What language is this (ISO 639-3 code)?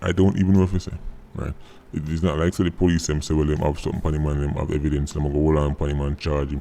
jam